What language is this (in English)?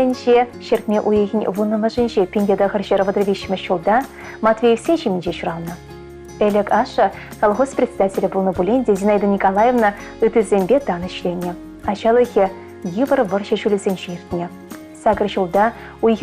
Chuvash